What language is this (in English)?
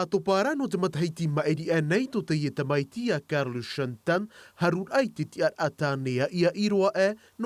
Tahitian